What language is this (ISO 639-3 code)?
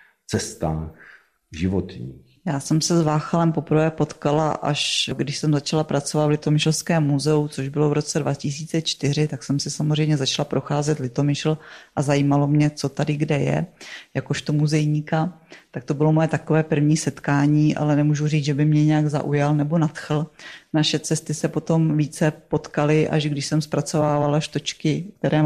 ces